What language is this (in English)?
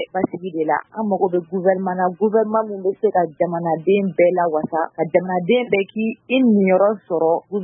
Bambara